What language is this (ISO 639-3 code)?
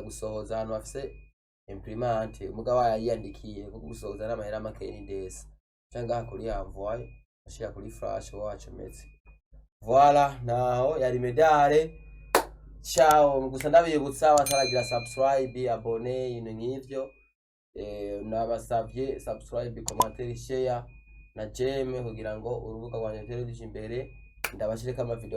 run